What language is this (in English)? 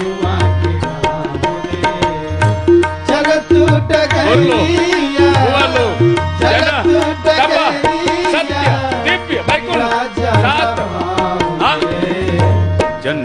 Bhojpuri